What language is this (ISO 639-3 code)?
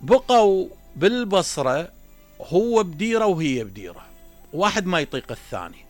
acm